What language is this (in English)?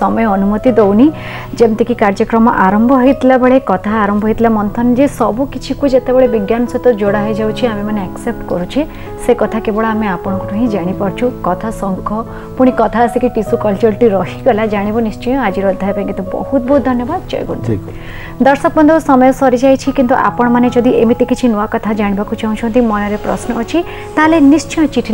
Odia